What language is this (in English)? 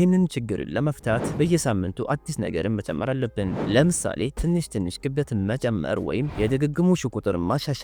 Amharic